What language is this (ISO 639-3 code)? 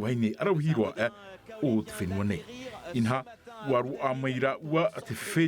tah